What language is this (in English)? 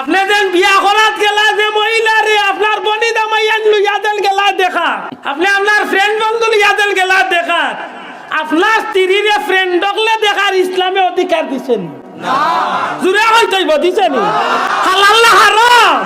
Sylheti